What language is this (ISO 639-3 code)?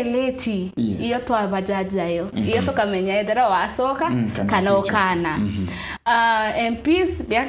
mer